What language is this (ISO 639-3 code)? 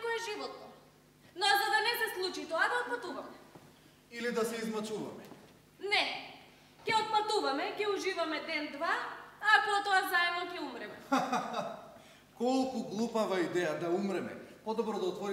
mkd